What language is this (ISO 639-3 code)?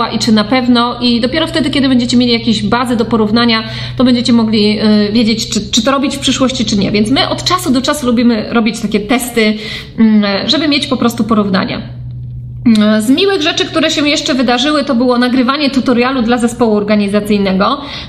pol